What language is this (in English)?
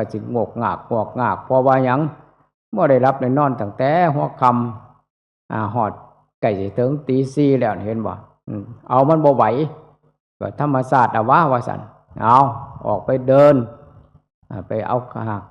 Northeastern Thai